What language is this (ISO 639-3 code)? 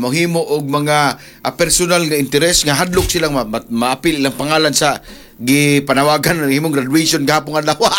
ceb